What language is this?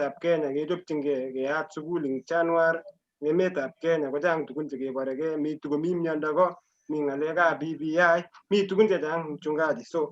Kalenjin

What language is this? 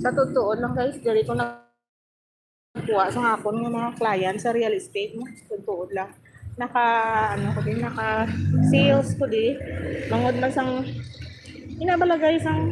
Hiligaynon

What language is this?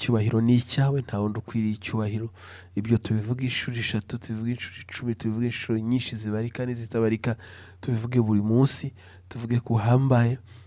Kinyarwanda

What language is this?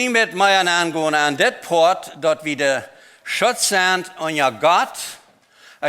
Plautdietsch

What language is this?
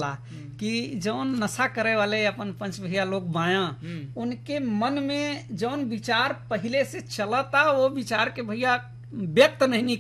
Bhojpuri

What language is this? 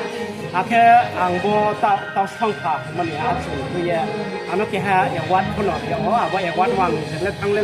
Riang (India)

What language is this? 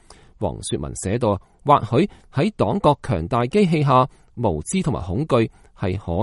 Cantonese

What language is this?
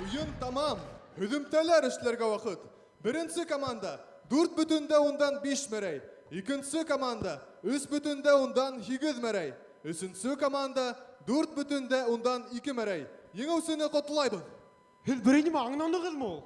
Bashkir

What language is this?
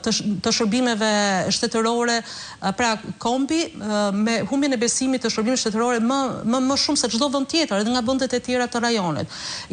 Albanian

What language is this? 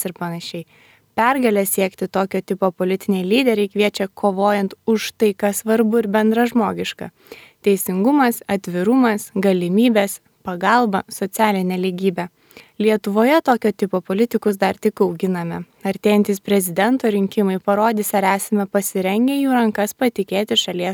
Lithuanian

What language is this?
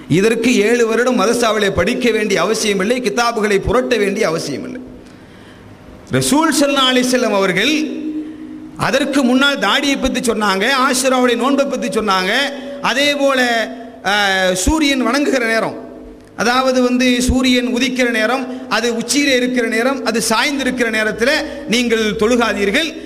Tamil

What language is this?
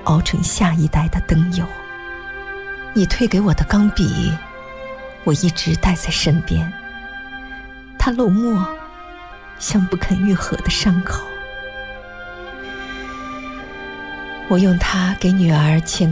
Chinese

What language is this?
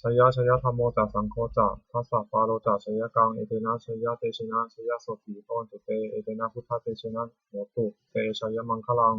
Pali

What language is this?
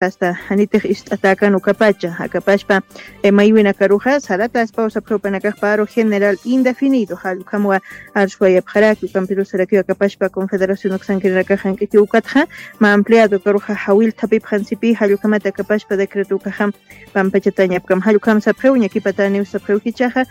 Aymara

